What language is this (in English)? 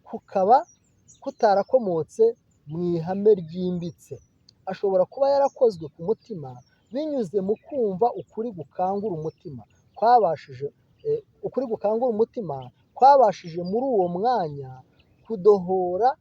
Kinyarwanda